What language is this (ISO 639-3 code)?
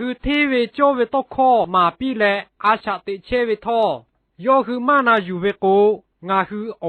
lhu